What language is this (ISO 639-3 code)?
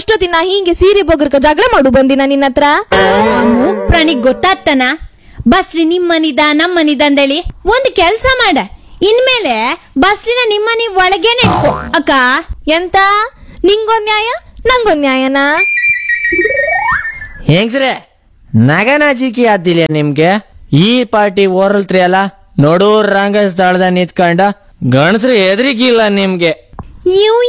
kan